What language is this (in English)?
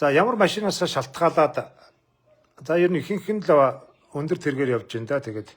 Mongolian